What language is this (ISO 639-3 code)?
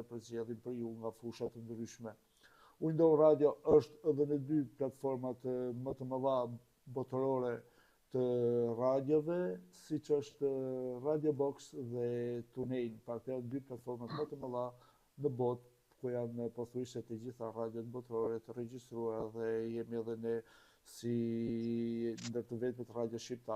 sqi